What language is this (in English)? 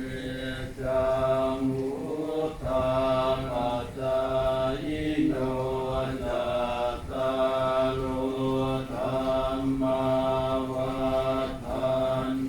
Pali